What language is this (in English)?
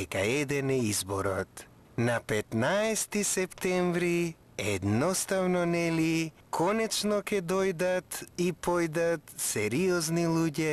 Macedonian